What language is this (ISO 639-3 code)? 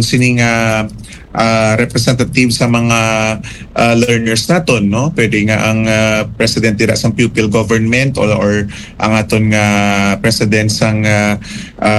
hil